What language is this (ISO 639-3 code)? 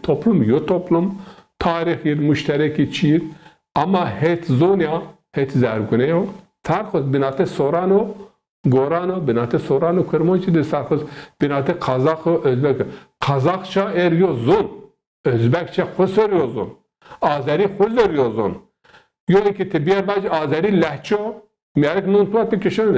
zza